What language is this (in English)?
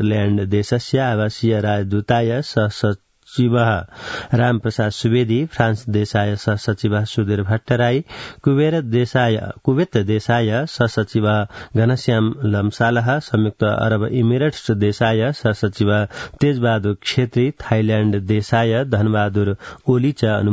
Sanskrit